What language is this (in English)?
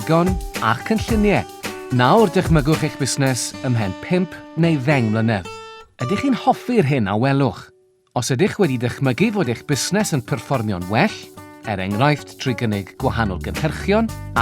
Welsh